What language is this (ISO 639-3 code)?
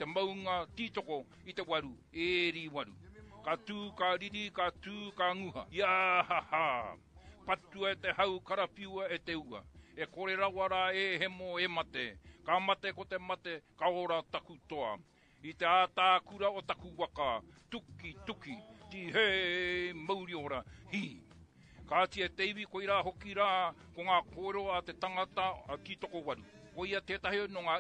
mri